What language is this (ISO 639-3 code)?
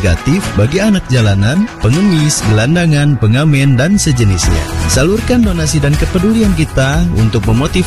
ind